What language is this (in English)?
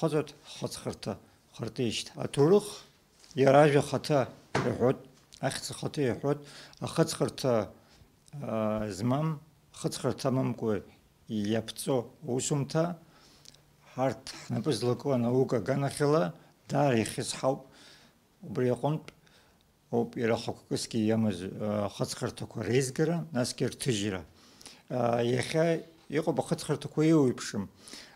Abkhazian